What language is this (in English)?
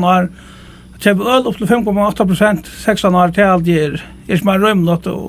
Faroese